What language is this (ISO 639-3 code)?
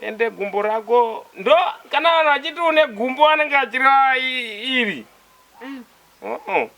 sna